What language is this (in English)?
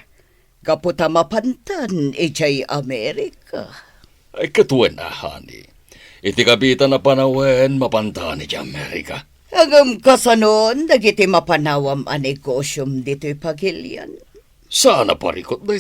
Iloko